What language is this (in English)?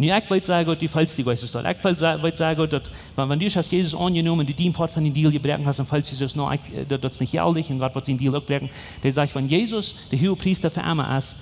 Plautdietsch